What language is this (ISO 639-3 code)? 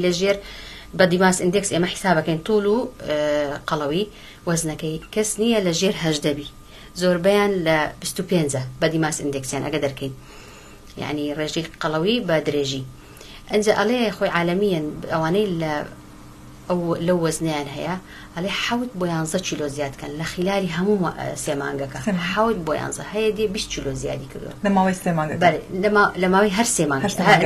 ckb